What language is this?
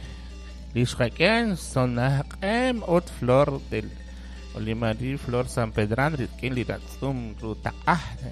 Kekchí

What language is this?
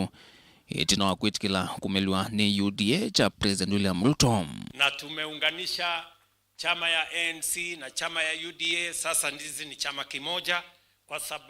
Kamba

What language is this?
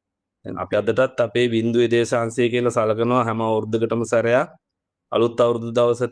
Sinhala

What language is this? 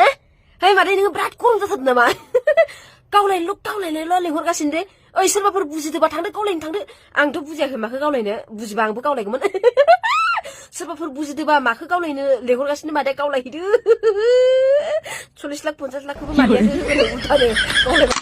Bodo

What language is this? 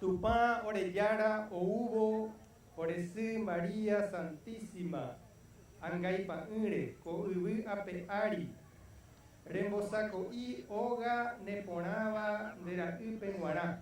Guarani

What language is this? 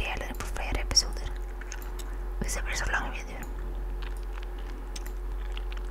Norwegian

